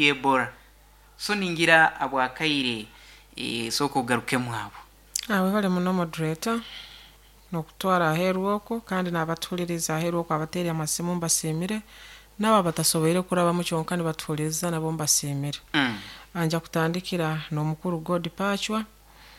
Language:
Nyoro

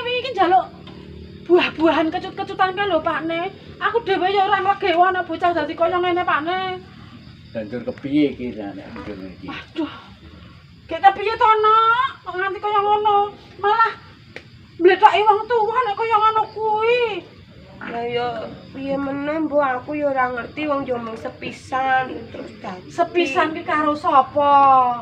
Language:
Javanese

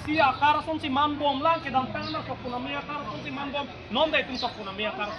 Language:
Karbi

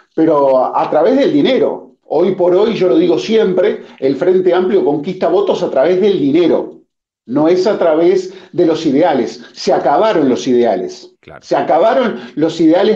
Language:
Spanish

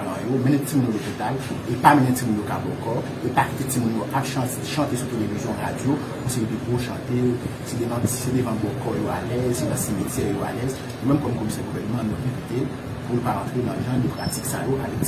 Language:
Haitian Creole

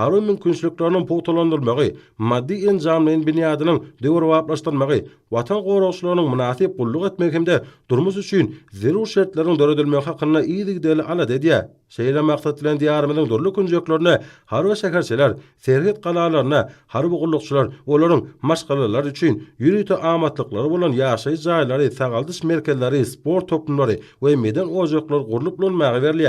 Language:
Turkmen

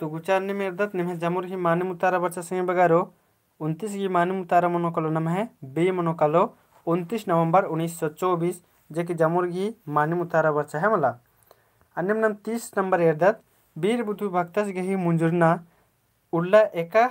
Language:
Kurukh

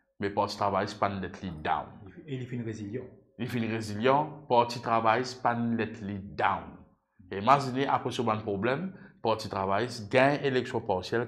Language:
Morisyen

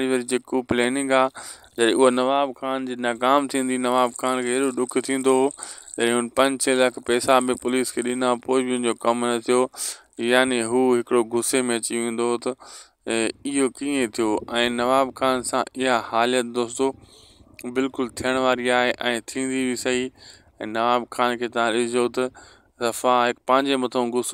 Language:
Sindhi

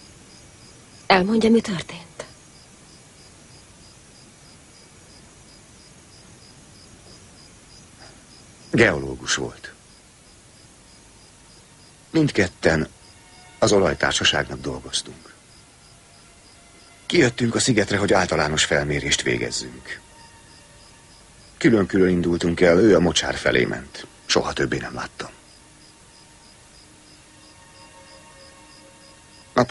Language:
Hungarian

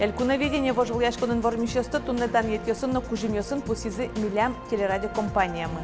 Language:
Udmurt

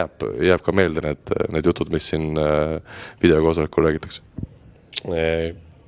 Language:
Estonian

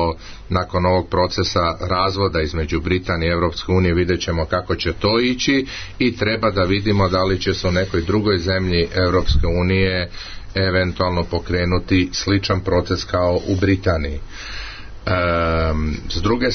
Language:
Serbian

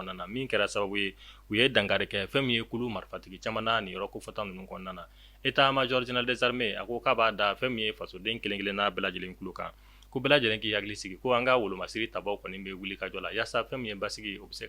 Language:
Bambara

